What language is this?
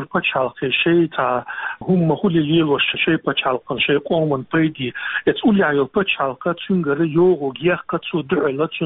Chechen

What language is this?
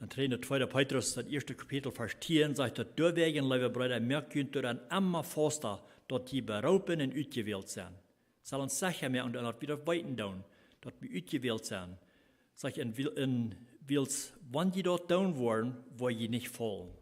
Plautdietsch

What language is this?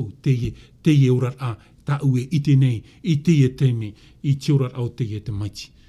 Tahitian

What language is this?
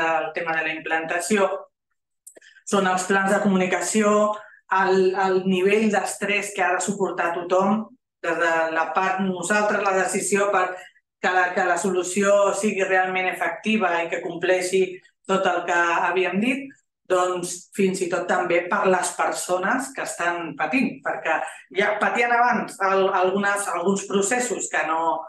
Catalan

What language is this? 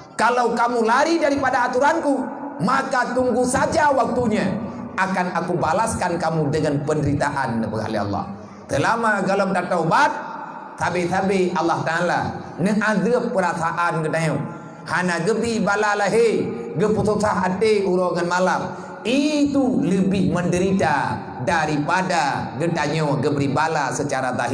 Achinese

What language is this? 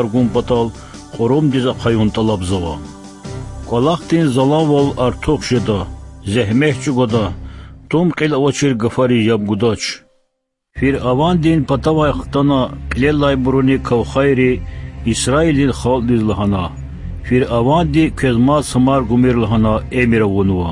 Lezghian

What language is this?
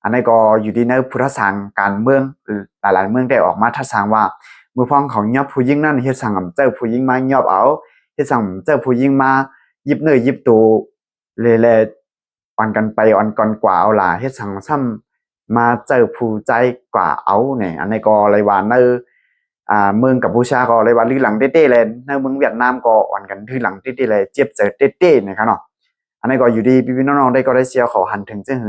Shan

